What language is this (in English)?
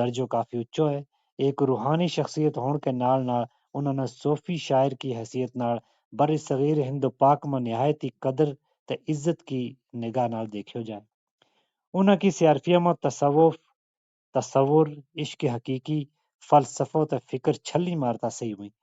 Gujari